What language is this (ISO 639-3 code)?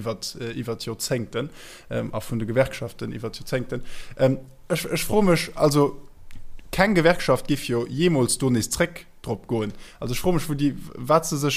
ltz